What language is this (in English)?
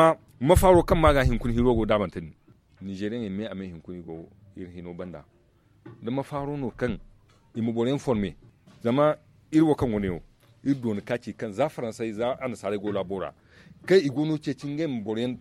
Zarma